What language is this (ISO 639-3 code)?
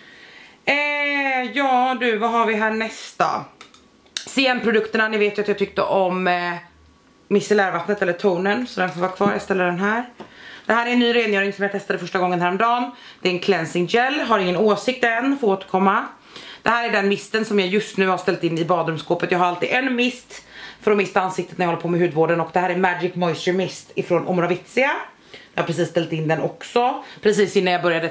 swe